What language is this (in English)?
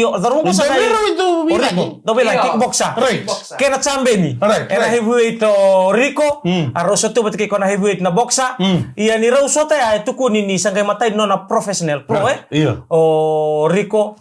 Fijian